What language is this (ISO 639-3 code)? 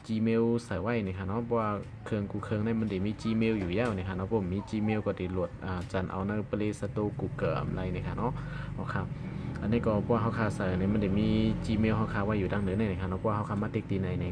shn